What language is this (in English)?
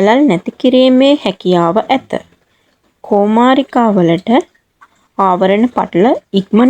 Sinhala